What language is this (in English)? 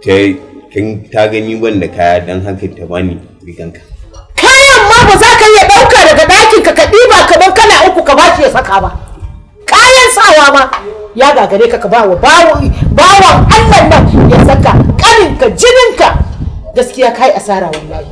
Hausa